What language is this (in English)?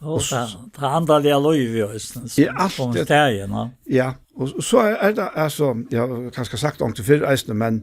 Faroese